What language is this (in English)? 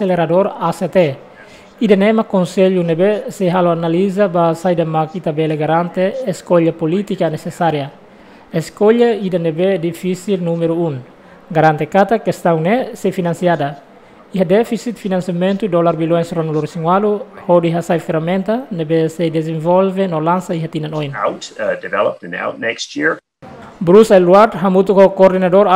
Tetum